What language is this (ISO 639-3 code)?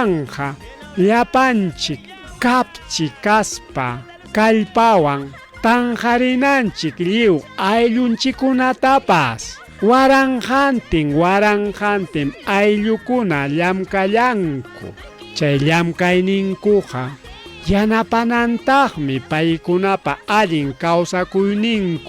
quy